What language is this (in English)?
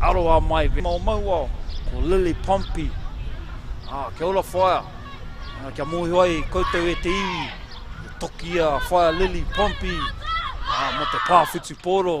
Māori